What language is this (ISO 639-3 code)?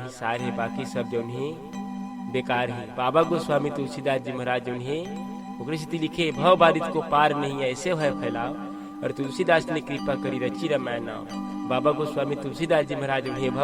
hne